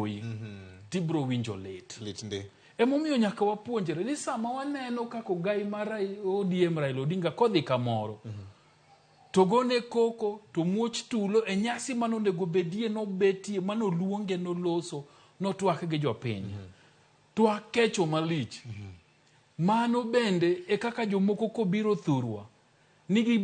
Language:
Luo (Kenya and Tanzania)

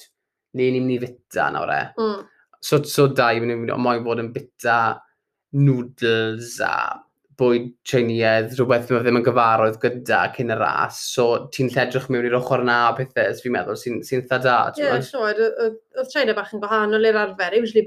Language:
Welsh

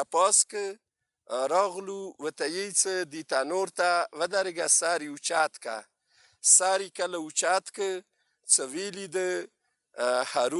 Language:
Pashto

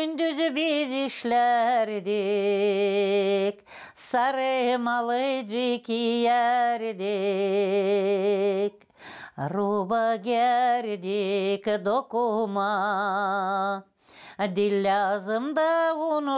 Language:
Gagauz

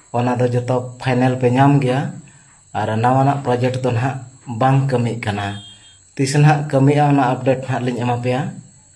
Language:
Santali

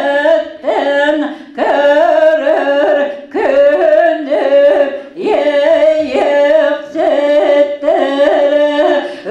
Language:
Yakut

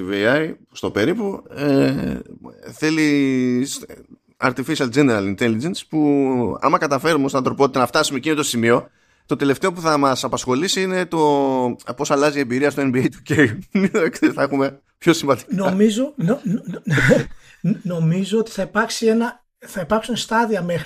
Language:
Greek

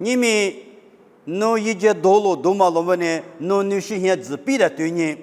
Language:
Lisu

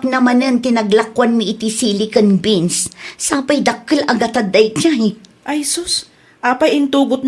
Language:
Iloko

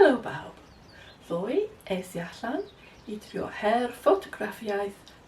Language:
Welsh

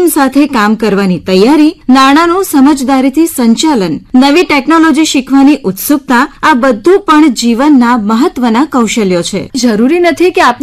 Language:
Gujarati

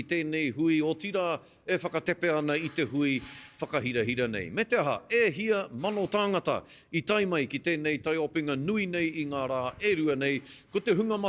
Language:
Māori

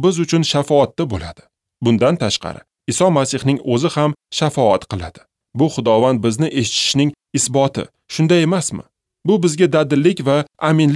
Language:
Uzbek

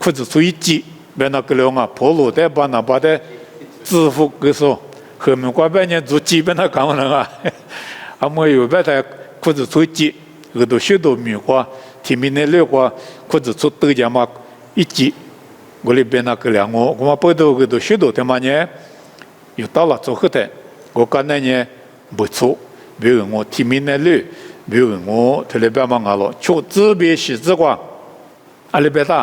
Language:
Lisu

